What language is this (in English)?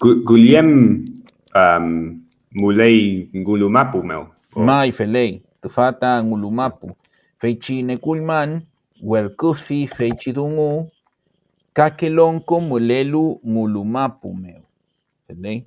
Mapuche